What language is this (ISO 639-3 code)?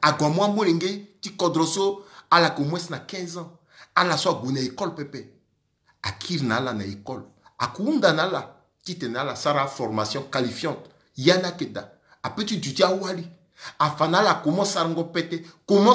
sag